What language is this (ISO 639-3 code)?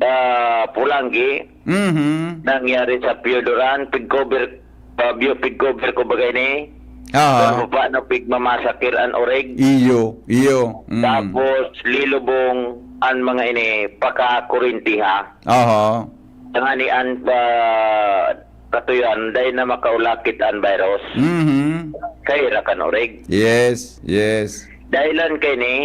bik